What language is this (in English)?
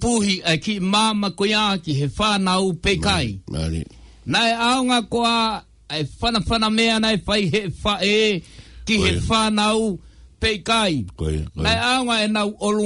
Tongan